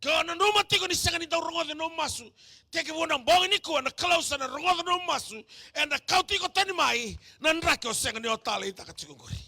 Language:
Fijian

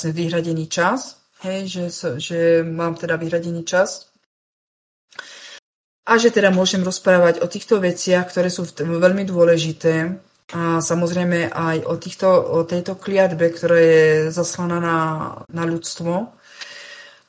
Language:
Slovak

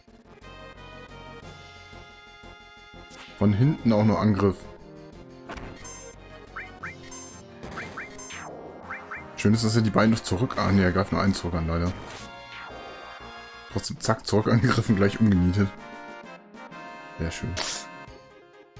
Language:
German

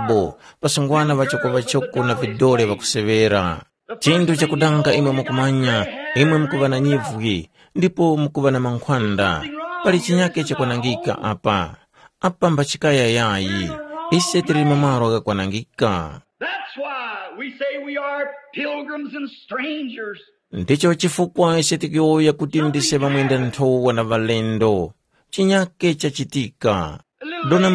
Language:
Tumbuka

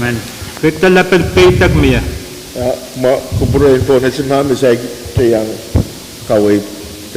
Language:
Pohnpeian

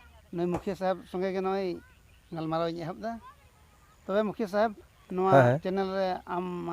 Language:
Santali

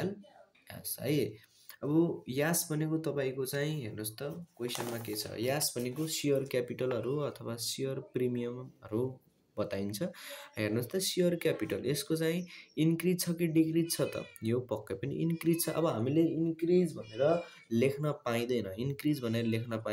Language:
Nepali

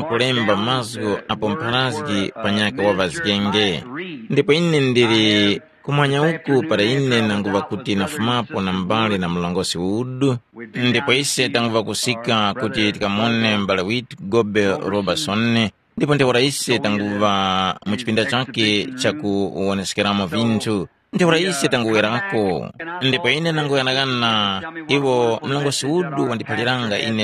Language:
Tumbuka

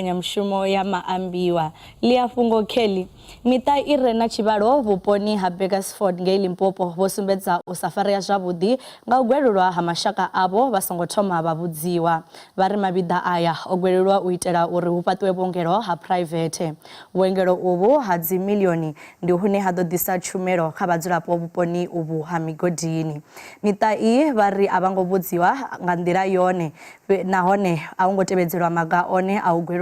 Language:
Venda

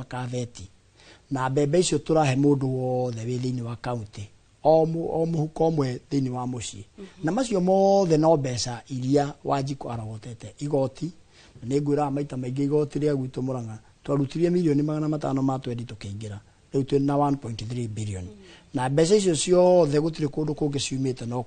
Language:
Kikuyu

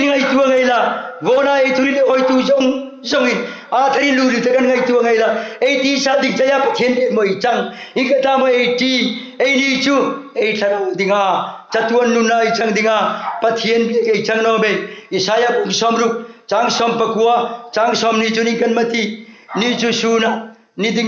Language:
Hmar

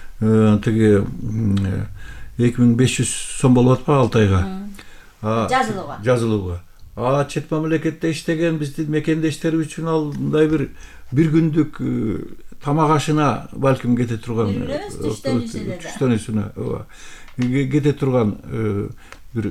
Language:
Kyrgyz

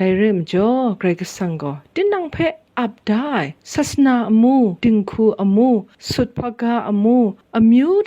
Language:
Kachin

